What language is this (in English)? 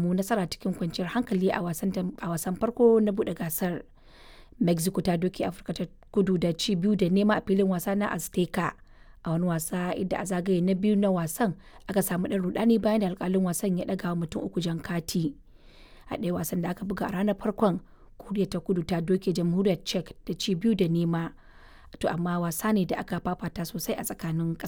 Hausa